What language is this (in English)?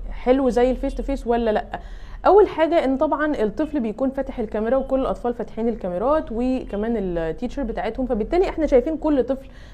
Egyptian Arabic